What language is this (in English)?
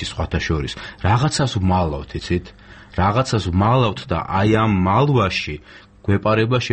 Georgian